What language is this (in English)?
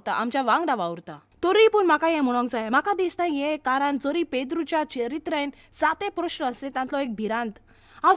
Konkani